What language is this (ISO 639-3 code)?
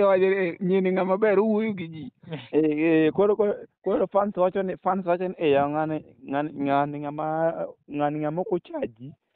luo